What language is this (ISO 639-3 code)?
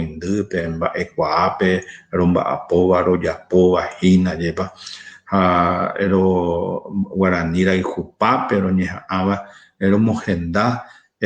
grn